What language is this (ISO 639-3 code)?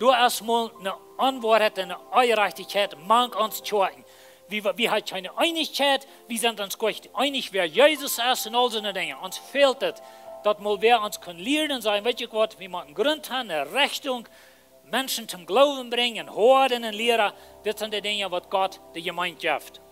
pdt